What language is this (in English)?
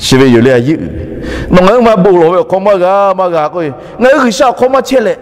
Lahu